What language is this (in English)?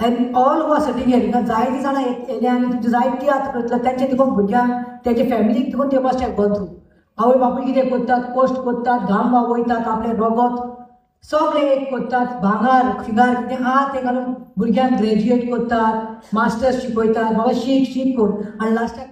Konkani